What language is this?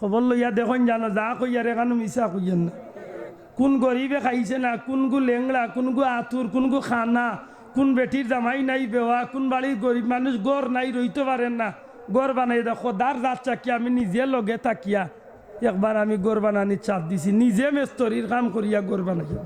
Sylheti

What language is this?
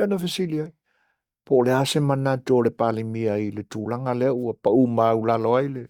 Samoan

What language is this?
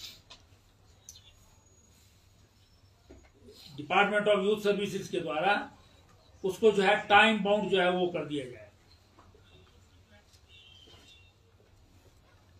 Hindi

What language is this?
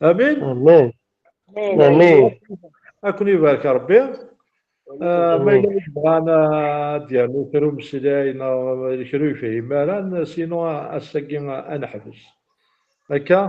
Kabyle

